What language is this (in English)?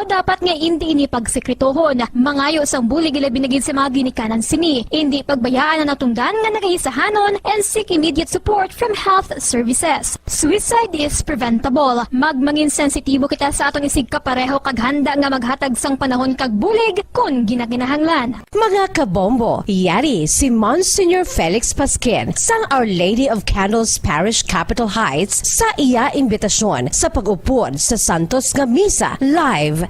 Hiligaynon